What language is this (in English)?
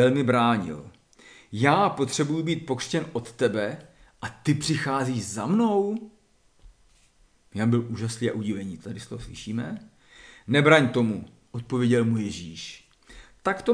Czech